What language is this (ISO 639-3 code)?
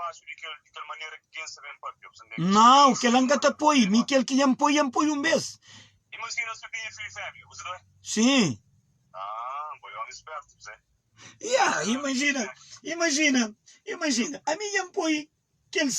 kea